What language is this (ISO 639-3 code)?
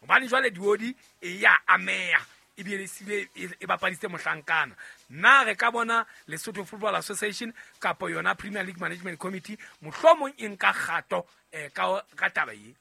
sot